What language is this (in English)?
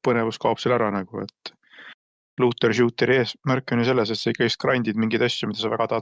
Estonian